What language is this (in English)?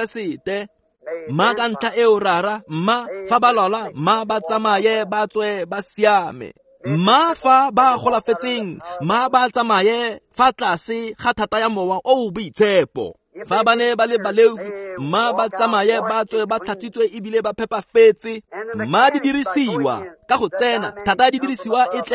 Tswana